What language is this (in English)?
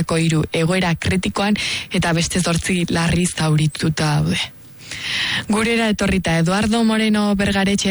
Basque